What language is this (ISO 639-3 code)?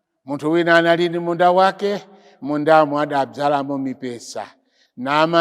nya